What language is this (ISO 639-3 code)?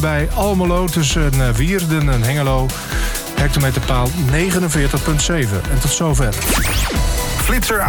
nld